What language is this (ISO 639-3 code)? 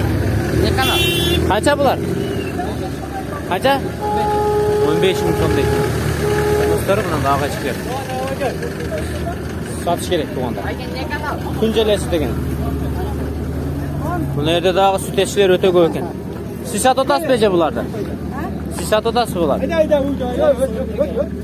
kir